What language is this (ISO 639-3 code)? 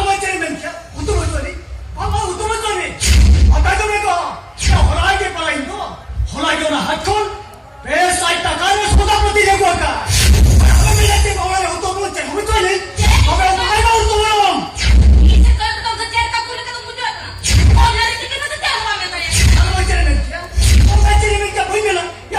sat